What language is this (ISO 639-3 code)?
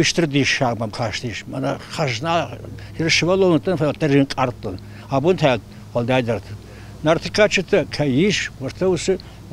oss